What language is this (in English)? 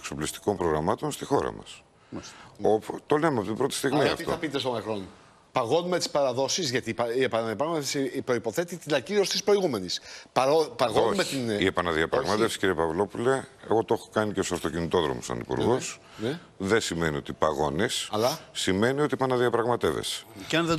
Greek